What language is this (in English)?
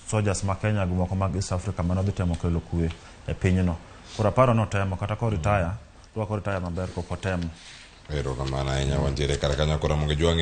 Luo (Kenya and Tanzania)